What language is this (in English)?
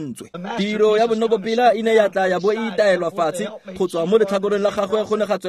Tswana